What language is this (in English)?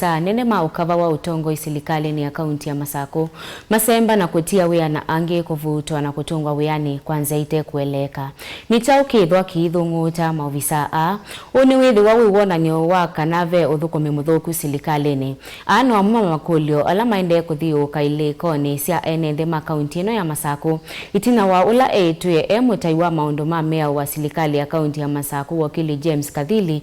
Kamba